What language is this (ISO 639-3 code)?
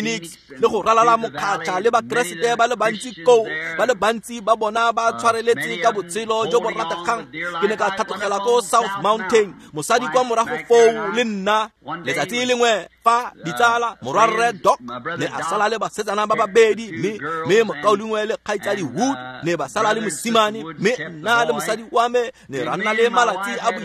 tsn